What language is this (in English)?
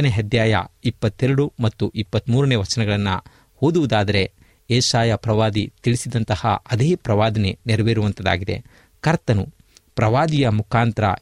Kannada